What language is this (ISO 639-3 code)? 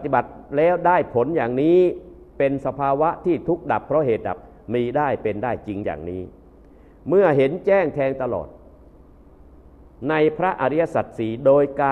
tha